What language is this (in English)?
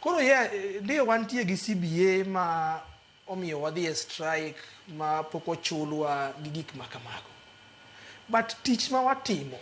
Luo (Kenya and Tanzania)